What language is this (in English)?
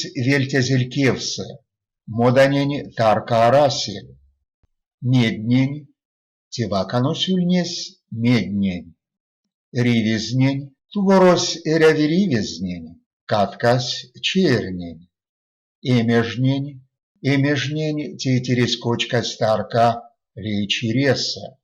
Erzya